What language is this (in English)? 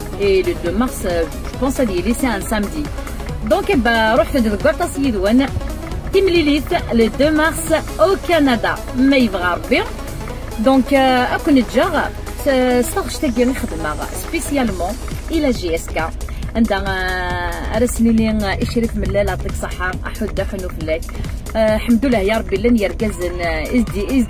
Kabyle